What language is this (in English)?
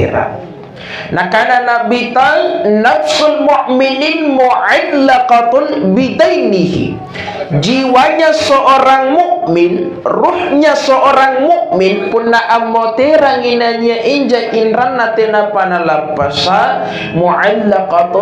Indonesian